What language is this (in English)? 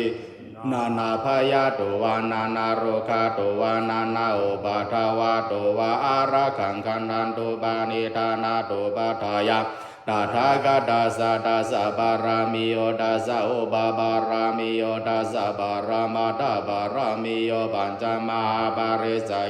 Pali